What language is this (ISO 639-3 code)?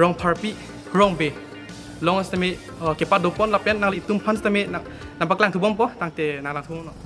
mjw